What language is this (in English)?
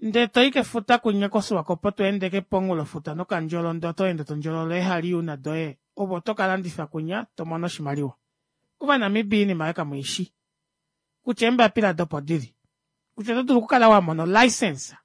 Kuanyama